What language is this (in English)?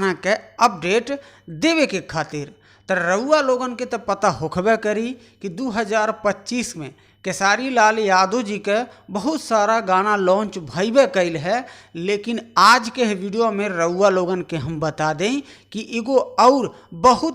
Bhojpuri